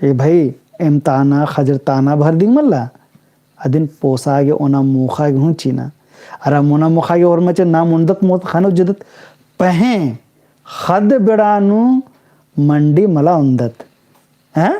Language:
Kurukh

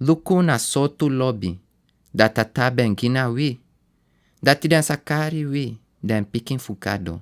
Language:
Sranan Tongo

